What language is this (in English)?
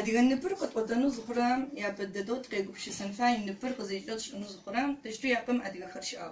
Adyghe